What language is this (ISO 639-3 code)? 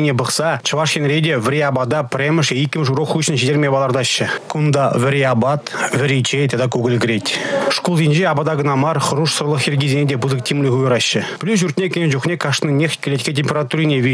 chv